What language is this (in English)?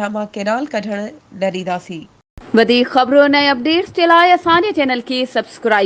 Sindhi